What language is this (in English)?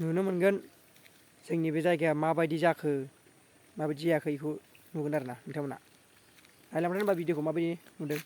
Bodo